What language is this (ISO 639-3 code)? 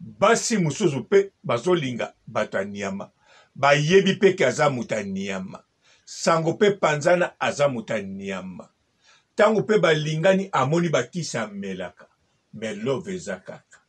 lin